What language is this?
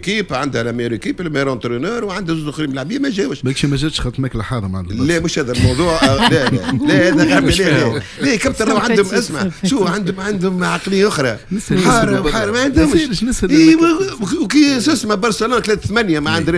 Tunisian Arabic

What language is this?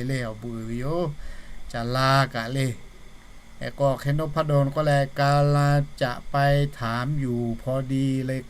Lahu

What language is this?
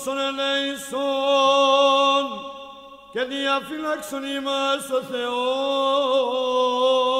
Greek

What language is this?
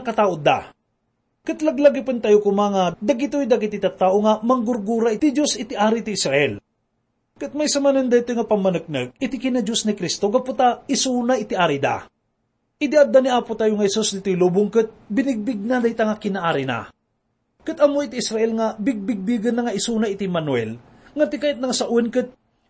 Iloko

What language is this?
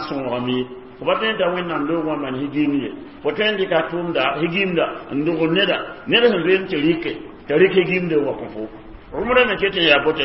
Mossi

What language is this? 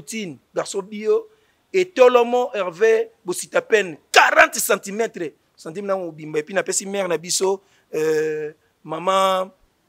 Lingala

